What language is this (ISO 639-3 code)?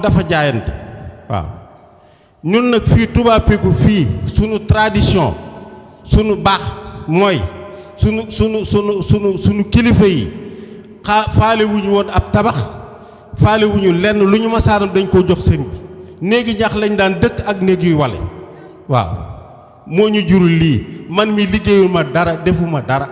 wol